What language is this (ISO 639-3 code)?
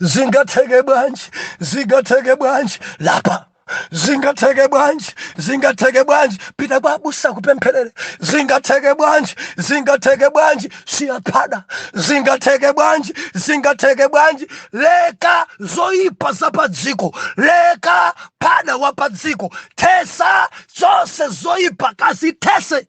nya